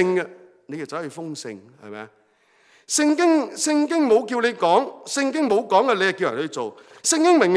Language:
Cantonese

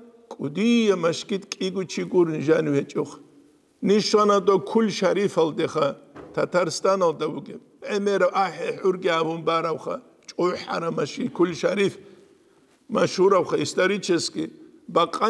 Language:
Avaric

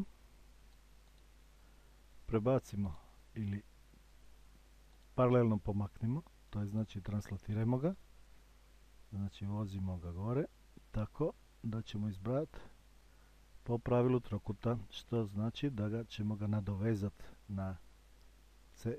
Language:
Croatian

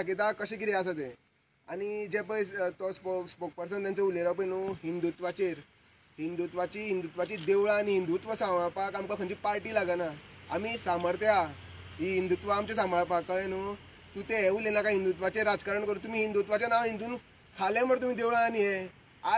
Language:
Konkani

